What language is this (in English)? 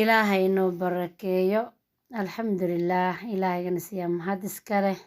Somali